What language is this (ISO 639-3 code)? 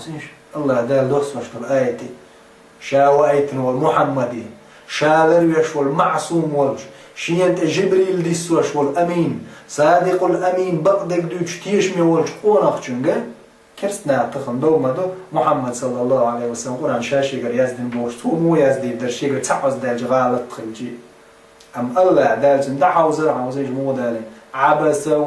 che